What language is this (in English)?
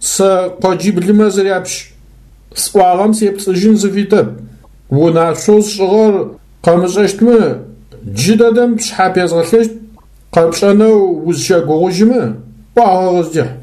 Adyghe